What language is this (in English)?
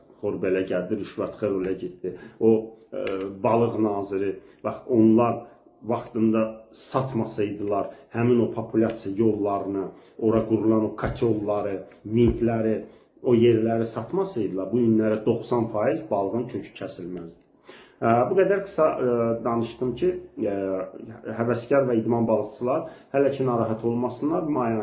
Azerbaijani